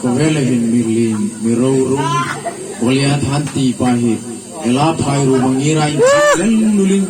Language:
Hmar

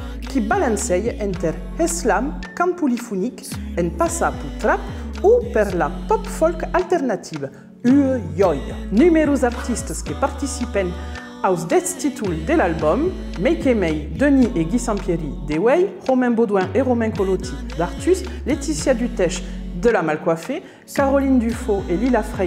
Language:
Occitan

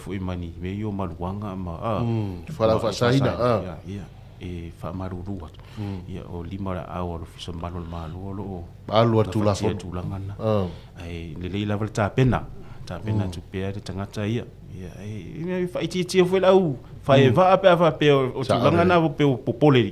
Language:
Samoan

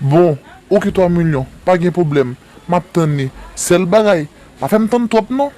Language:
Haitian Creole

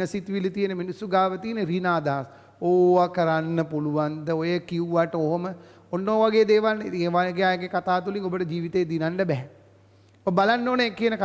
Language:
Sinhala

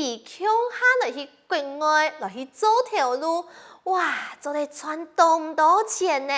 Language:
Hakka Chinese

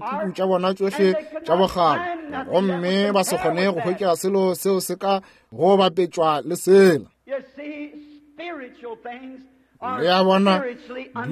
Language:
Northern Sotho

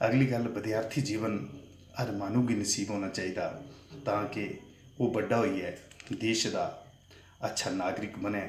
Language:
Dogri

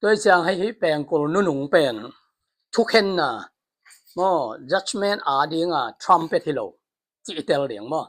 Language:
Tedim Chin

